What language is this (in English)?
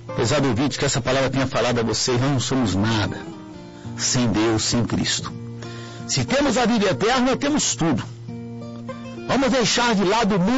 Portuguese